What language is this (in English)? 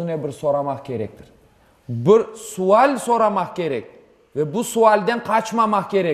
Crimean Tatar